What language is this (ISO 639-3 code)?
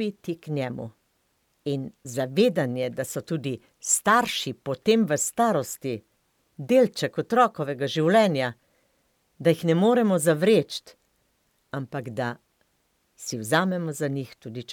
slv